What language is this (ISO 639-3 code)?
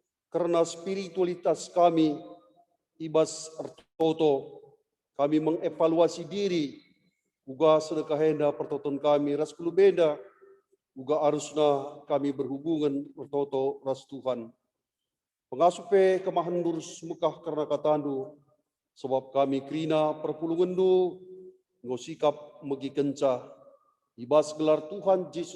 btx